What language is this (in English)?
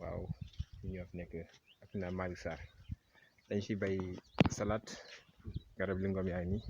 Wolof